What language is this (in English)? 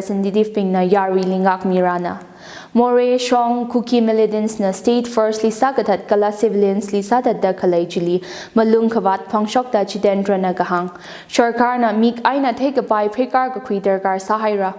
Tangkhul Naga (India)